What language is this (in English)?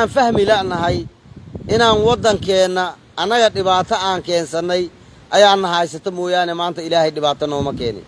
Somali